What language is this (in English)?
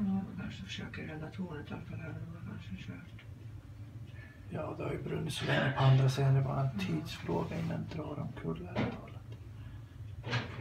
Swedish